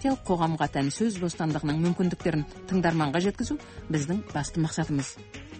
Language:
Kazakh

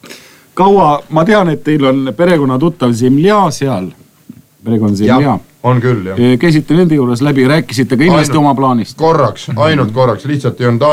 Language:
Estonian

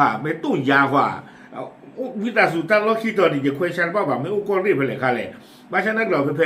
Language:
S'gaw Karen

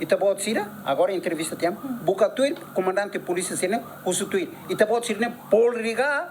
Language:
Tetum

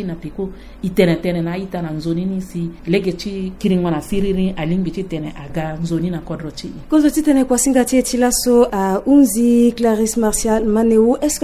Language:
Sango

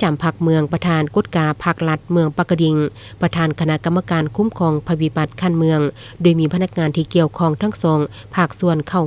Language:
Lao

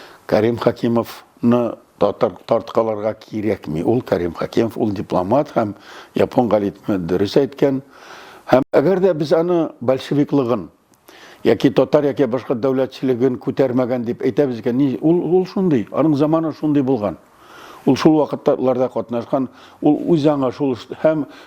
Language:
Tatar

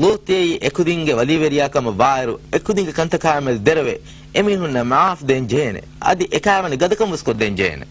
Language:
Divehi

